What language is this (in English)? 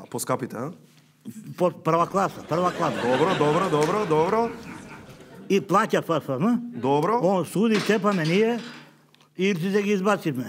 Macedonian